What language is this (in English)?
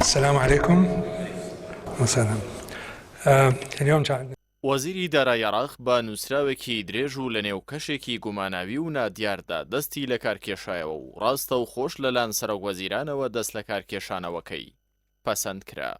Central Kurdish